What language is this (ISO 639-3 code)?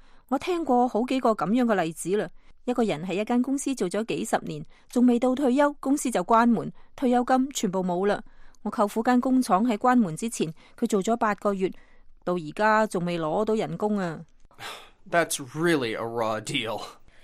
yue